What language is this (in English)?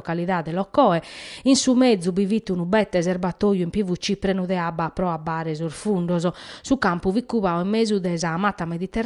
Sardinian